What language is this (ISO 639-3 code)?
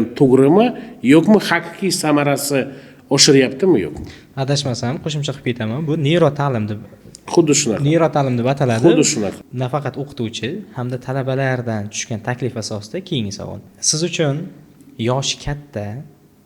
uzb